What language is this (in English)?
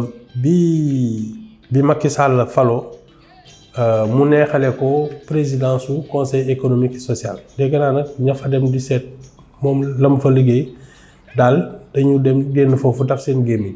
Wolof